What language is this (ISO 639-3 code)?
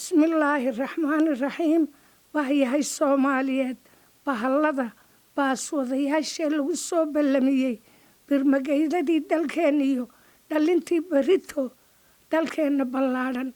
som